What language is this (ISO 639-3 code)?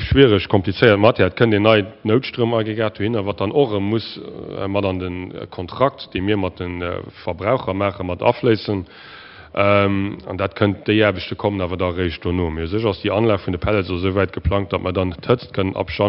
ltz